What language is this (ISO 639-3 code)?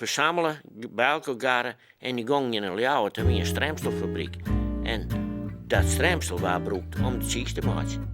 fry